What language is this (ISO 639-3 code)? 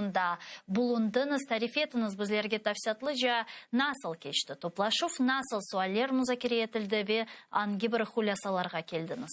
crh